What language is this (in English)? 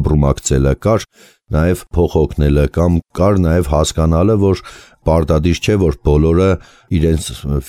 Armenian